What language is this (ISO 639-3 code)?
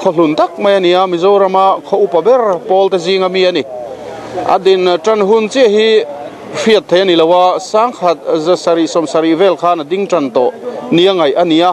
lus